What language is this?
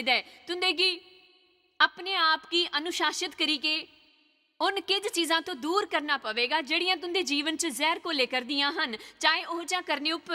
Dogri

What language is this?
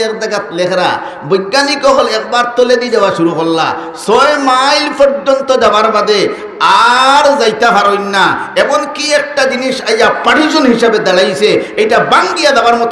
Sylheti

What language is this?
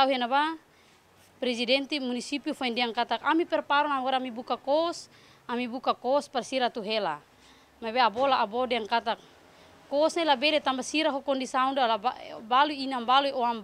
Tetum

